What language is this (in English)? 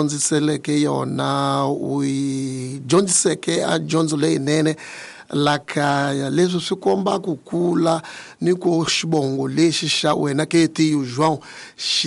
Tsonga